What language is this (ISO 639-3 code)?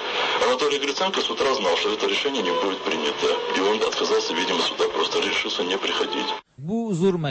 tat